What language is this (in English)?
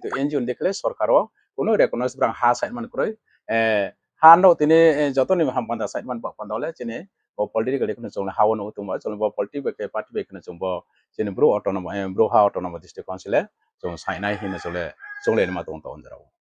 Riang (India)